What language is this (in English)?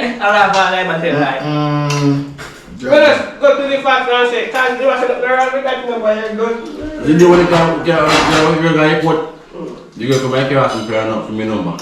Jamaican Creole English